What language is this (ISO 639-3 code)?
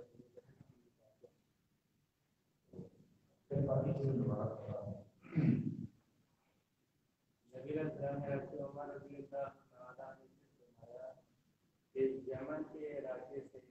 urd